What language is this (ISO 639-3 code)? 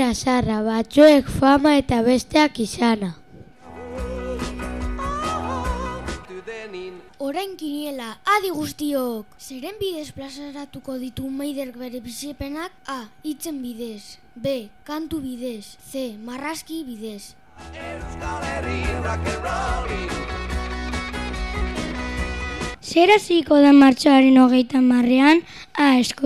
eus